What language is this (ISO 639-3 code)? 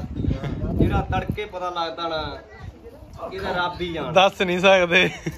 pan